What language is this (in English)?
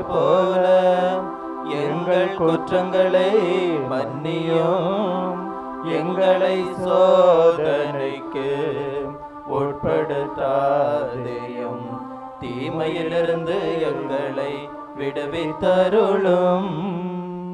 Tamil